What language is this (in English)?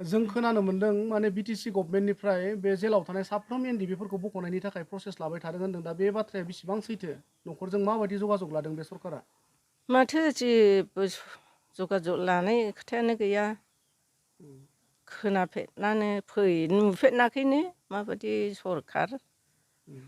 Bodo